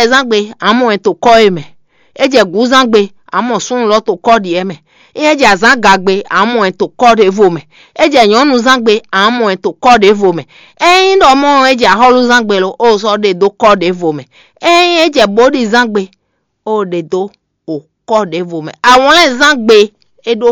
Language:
Fon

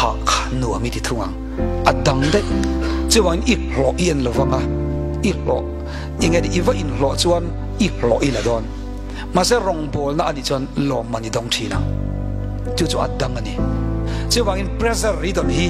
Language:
Mizo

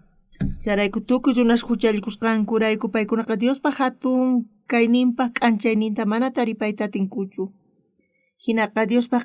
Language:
South Bolivian Quechua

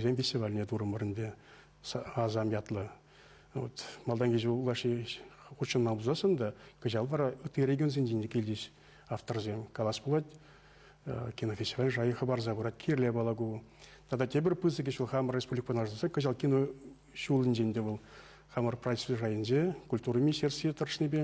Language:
Chuvash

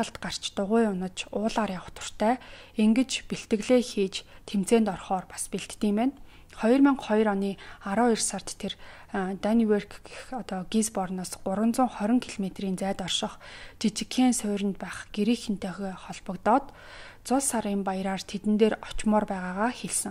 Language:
Mongolian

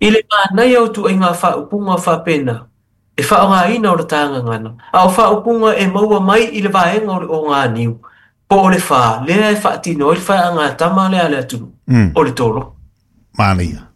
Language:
Samoan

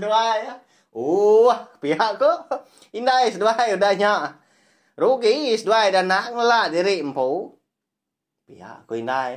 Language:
Iban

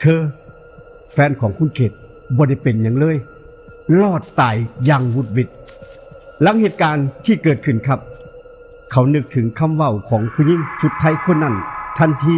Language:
Northeastern Thai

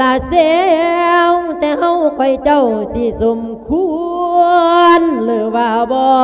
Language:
Lao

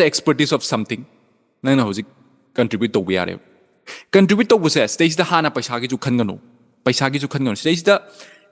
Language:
Manipuri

